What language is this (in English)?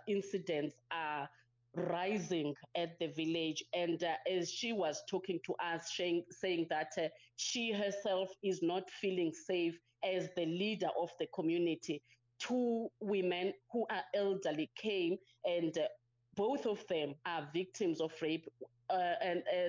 English